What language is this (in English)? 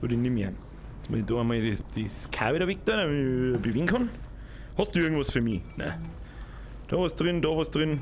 Bavarian